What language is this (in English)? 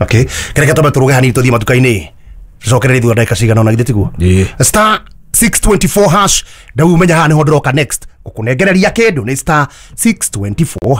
Kikuyu